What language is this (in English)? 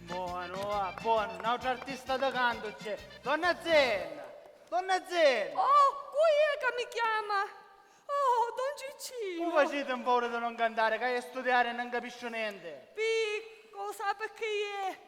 Sicilian